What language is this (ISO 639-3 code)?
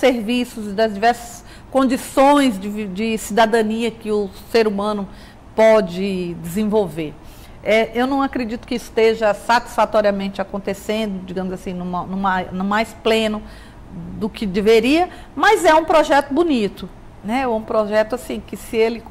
por